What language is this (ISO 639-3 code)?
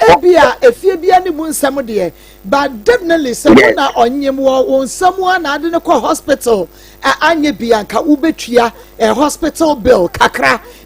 aka